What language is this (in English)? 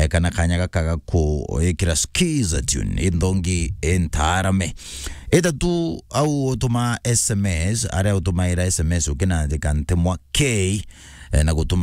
Meru